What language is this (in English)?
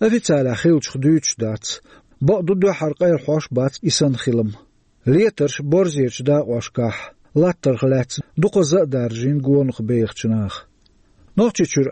Chechen